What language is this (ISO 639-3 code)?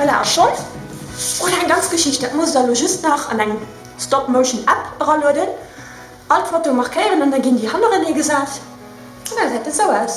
ltz